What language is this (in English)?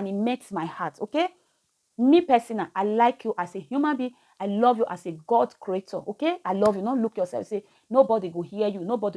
Nigerian Pidgin